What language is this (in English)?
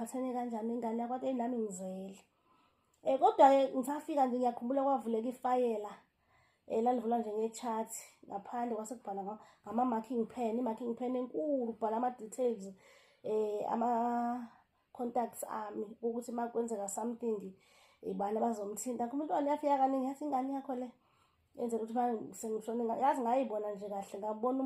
Zulu